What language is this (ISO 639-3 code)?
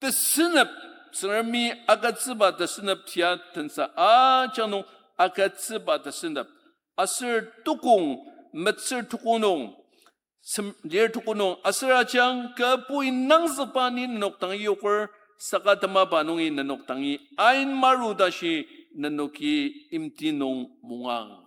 njo